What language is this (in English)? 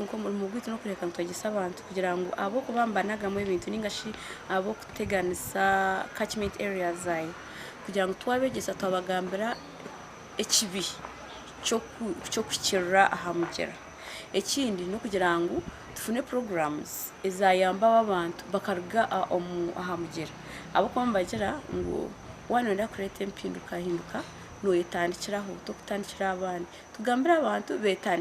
Nyankole